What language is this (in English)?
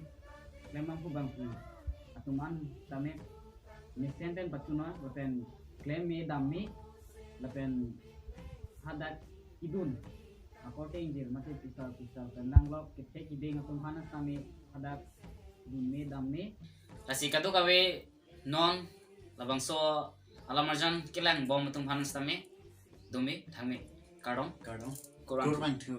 Karbi